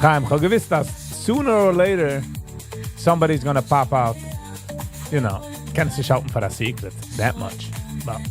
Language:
Yiddish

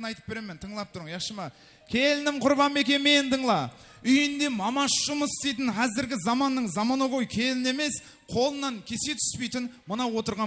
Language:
Kara-Kalpak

